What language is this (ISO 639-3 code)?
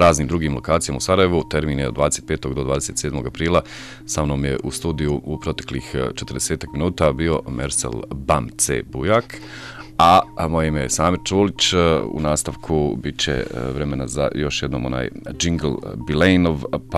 bos